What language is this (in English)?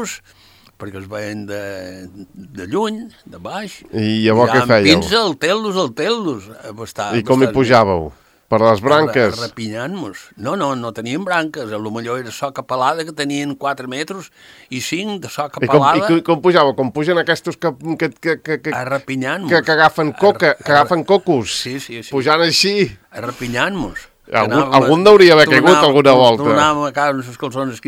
Catalan